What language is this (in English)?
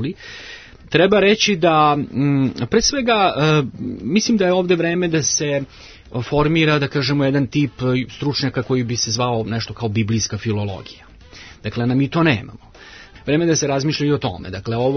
Serbian